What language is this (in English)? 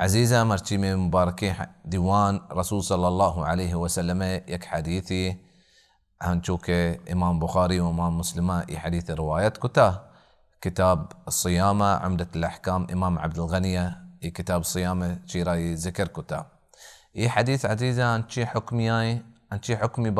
Baluchi